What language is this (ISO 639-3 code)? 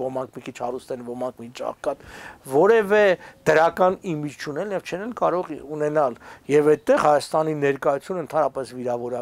hye